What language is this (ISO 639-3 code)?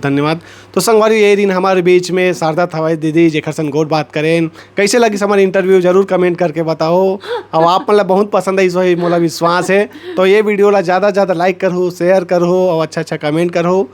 hne